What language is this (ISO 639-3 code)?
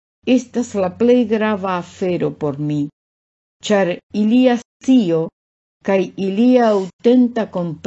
epo